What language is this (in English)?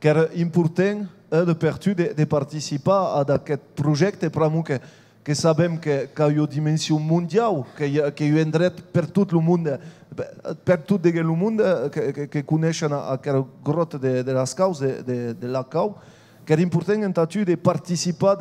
Occitan